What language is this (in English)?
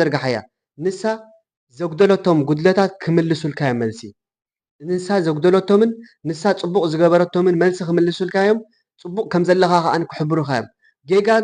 Tigrinya